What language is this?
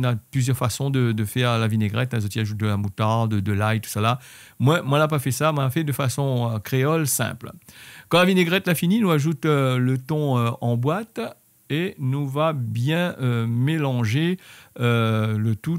Réunion Creole French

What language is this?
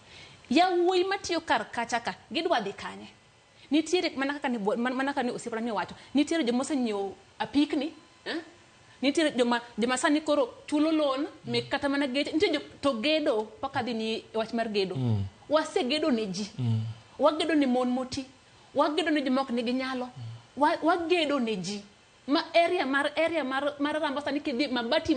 Luo (Kenya and Tanzania)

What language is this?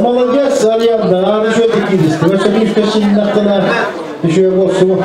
Yakut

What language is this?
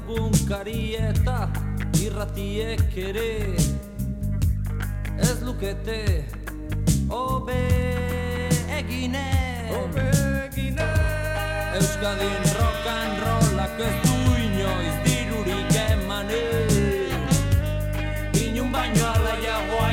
Basque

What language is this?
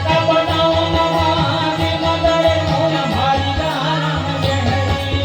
Chhattisgarhi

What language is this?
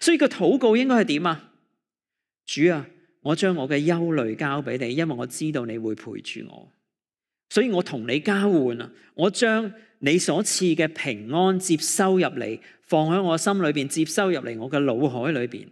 Cantonese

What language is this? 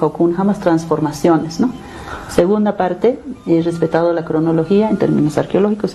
Aymara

